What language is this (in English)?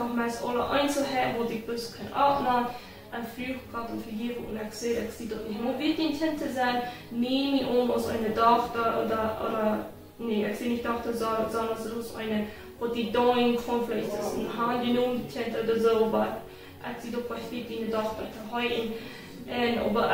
Plautdietsch